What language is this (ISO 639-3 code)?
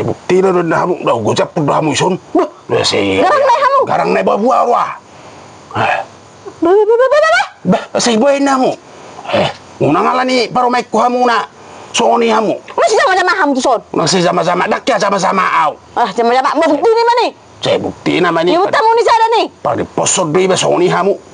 bbc